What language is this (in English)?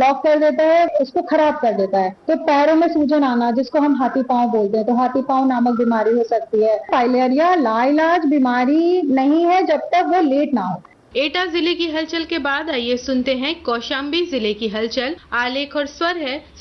Hindi